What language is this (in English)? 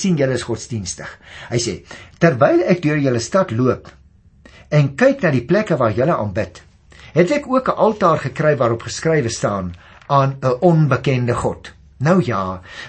Afrikaans